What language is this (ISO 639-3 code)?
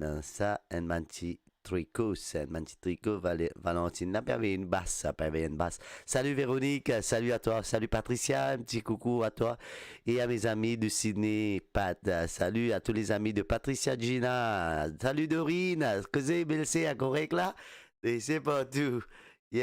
mfe